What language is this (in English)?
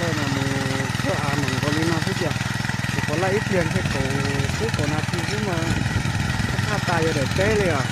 Hmong